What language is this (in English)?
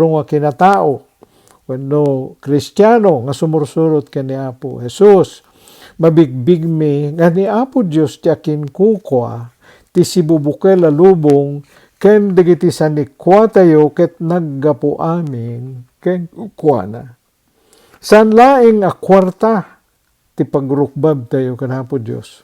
Iloko